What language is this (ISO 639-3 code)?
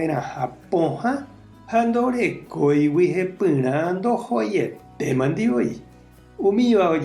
grn